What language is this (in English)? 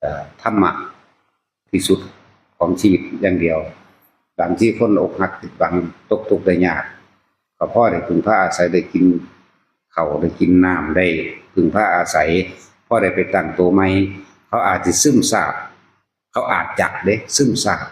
Northeastern Thai